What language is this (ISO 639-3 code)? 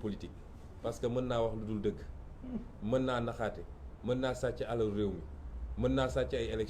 wol